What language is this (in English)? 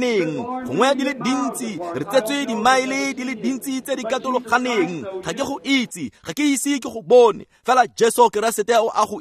Tswana